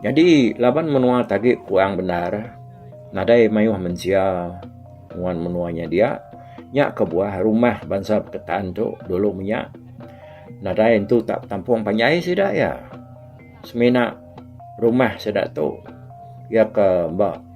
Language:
Iban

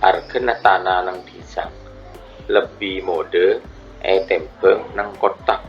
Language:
Madurese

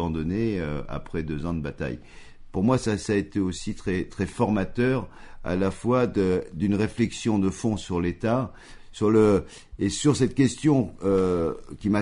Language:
French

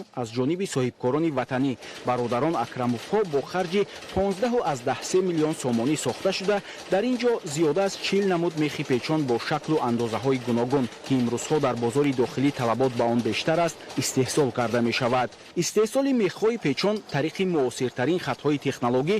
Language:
Tajik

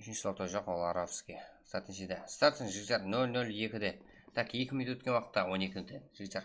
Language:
Kara-Kalpak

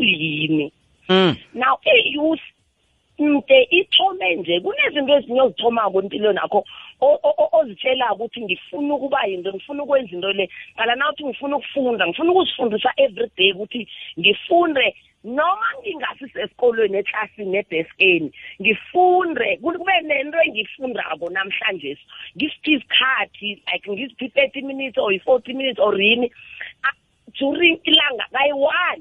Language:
South Ndebele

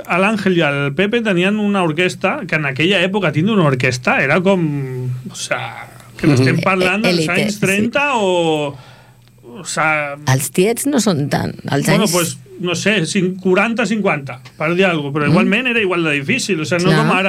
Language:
Catalan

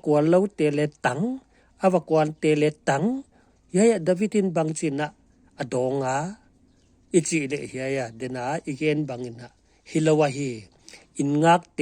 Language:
Paite Chin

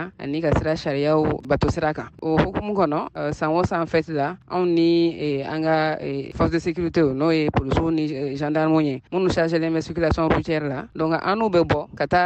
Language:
Bambara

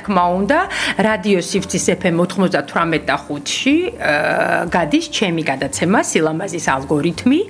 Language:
Georgian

